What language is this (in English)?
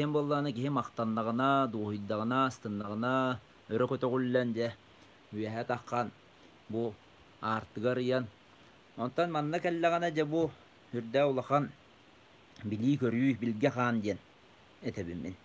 Yakut